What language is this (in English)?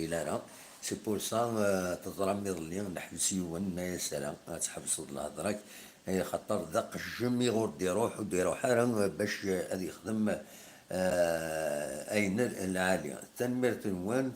Kabyle